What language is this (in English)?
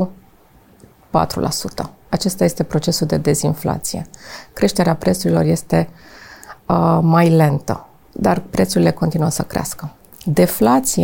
Romanian